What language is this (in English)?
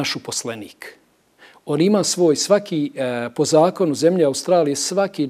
Bosnian